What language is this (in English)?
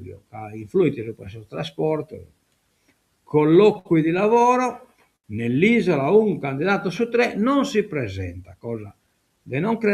Sardinian